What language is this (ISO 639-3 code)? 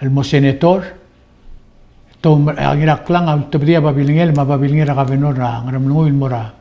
pau